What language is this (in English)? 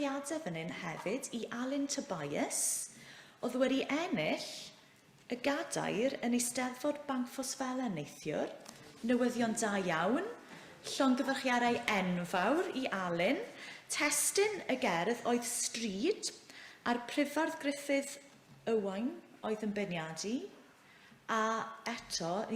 Welsh